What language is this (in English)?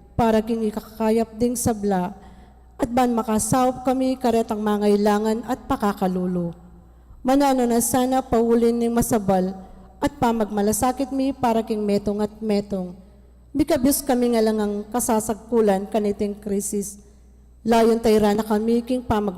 Pampanga